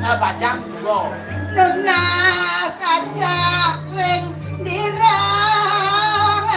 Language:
Balinese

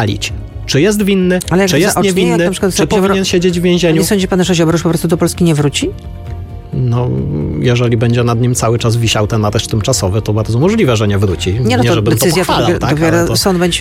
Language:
Polish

